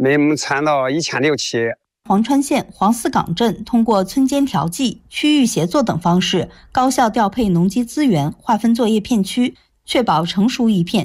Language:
Chinese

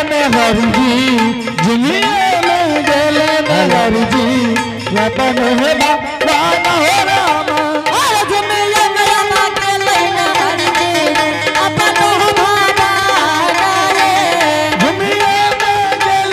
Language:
Angika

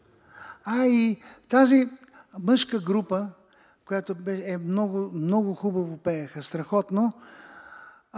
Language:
Bulgarian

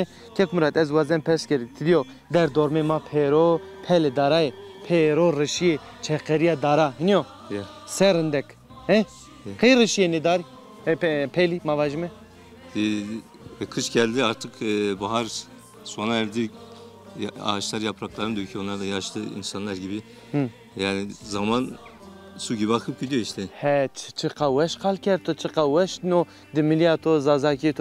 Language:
Zaza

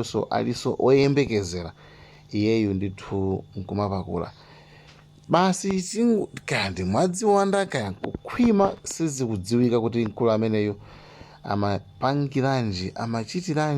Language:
Nyanja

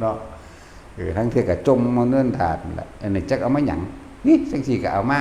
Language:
Northeastern Thai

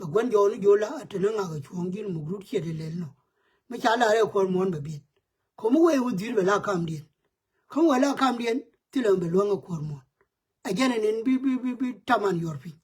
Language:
Nuer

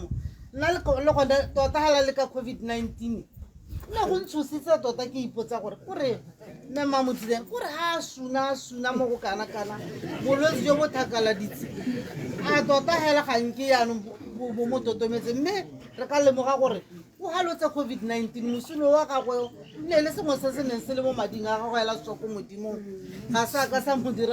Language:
Tswana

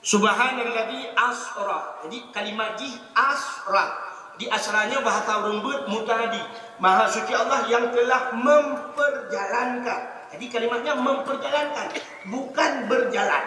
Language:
Achinese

